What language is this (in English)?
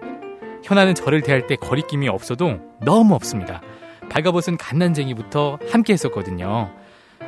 Korean